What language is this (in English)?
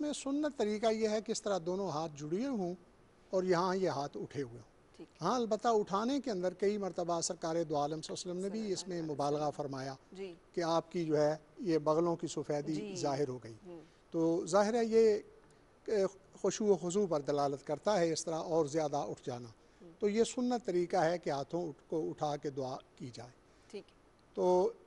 Urdu